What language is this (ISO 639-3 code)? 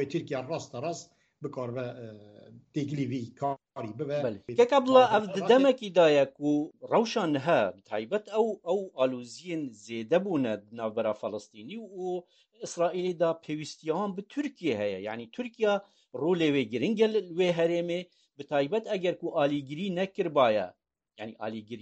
kur